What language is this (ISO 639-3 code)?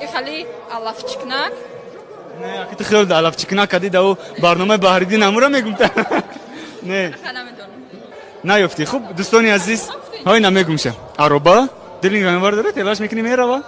tgk